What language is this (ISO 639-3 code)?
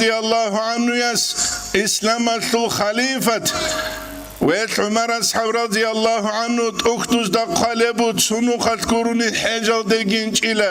ava